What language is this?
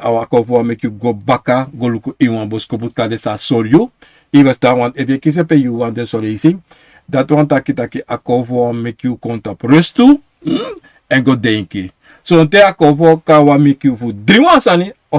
Sranan Tongo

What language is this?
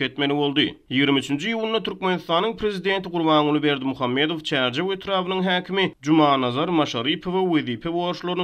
Turkmen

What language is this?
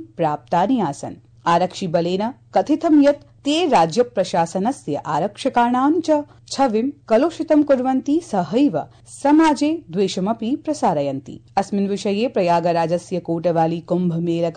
Sanskrit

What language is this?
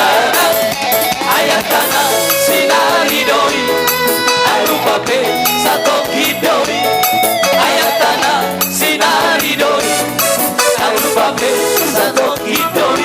Batak Toba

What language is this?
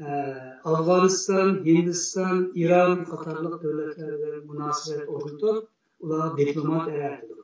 Uyghur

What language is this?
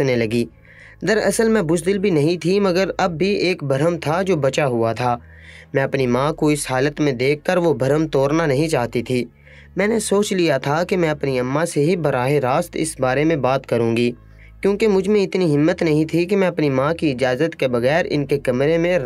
Urdu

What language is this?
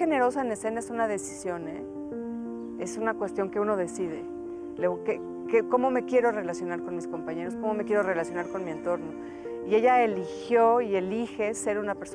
Spanish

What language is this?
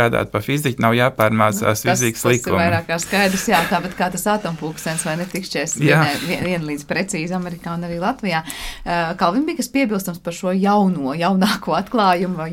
Latvian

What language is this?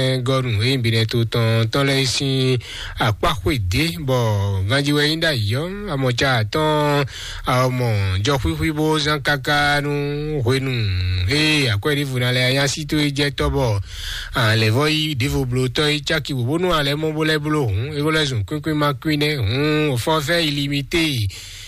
Fon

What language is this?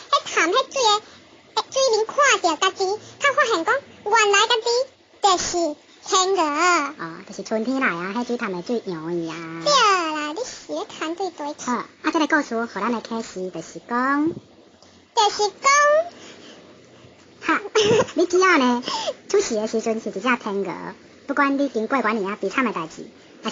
Min Nan Chinese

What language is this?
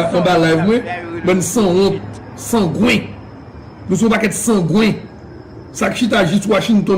Haitian Creole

